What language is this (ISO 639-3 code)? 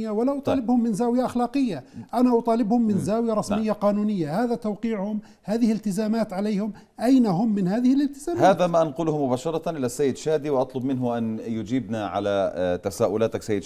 ara